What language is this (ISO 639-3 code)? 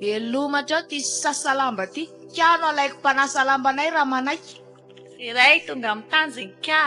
mlg